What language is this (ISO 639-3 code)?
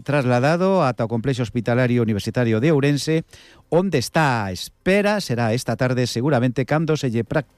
glg